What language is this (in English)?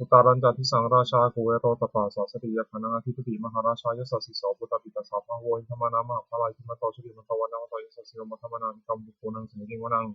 Pali